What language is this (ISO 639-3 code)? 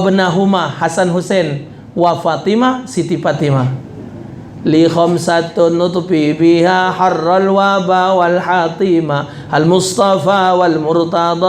mui